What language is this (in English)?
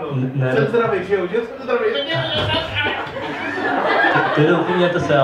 Czech